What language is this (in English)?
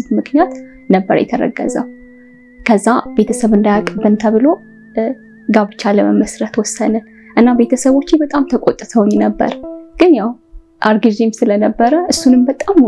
Amharic